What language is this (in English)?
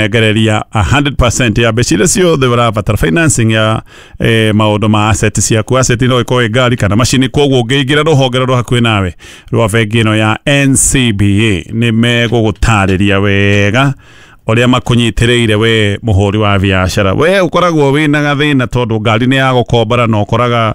Kikuyu